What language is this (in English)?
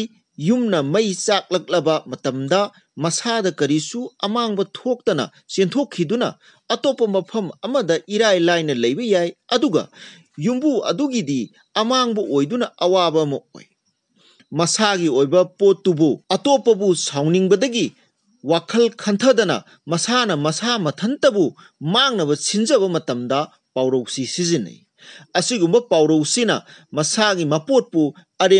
Manipuri